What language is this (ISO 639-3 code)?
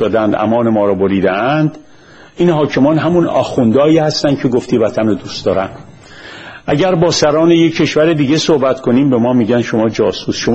fas